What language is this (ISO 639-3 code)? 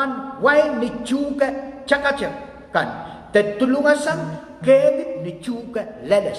pon